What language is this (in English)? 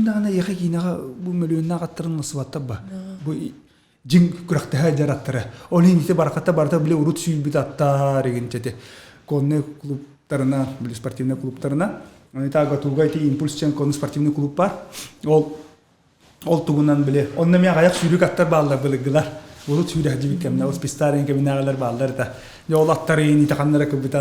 Yakut